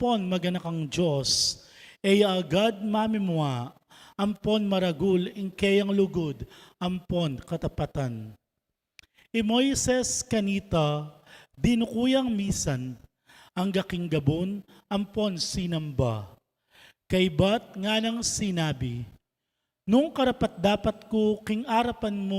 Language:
Pampanga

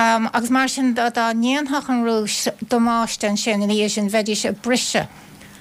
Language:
Irish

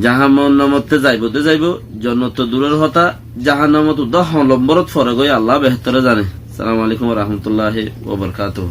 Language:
Rohingya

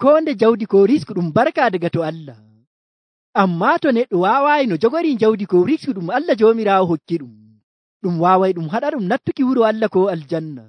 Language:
Nigerian Fulfulde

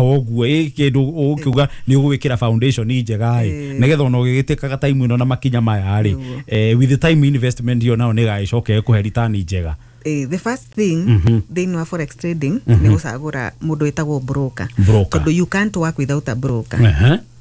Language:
Kikuyu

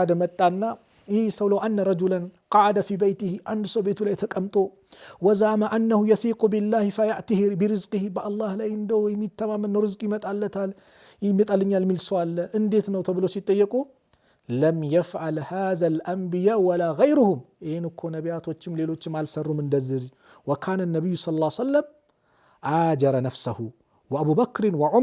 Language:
Amharic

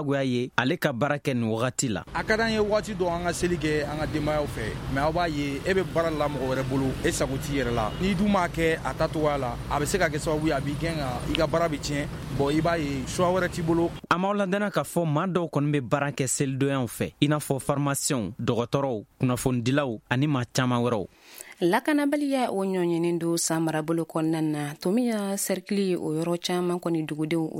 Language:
Bambara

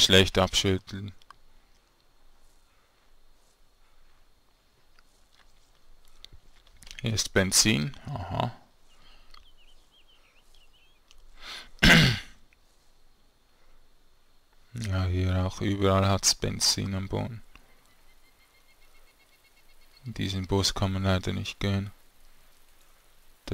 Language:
German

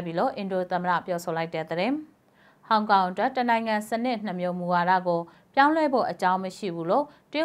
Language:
Burmese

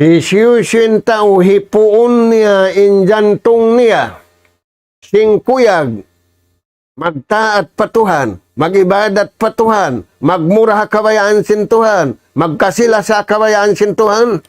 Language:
Tausug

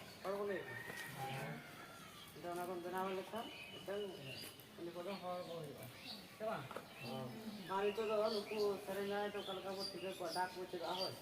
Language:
Santali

